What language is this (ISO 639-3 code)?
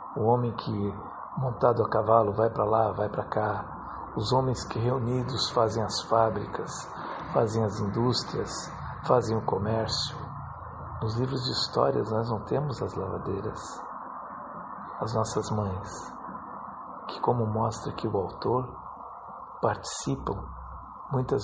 por